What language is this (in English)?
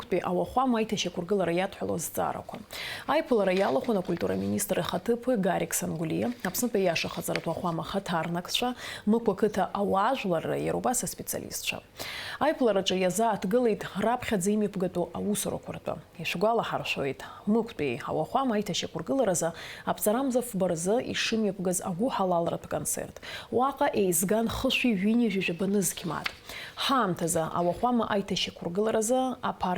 Abkhazian